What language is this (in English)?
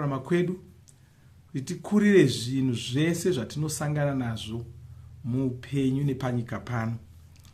Shona